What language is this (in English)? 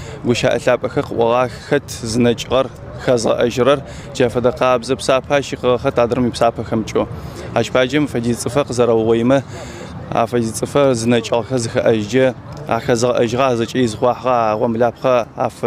Adyghe